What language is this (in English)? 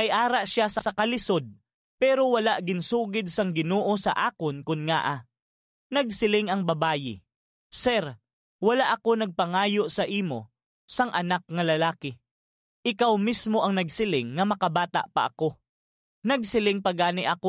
Hiligaynon